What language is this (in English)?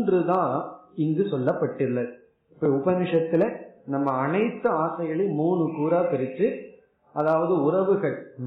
Tamil